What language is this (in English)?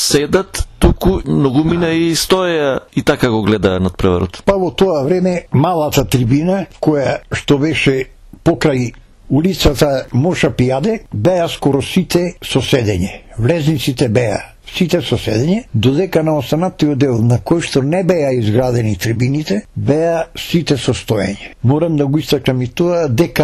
Macedonian